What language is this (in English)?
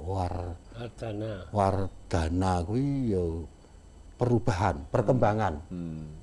Javanese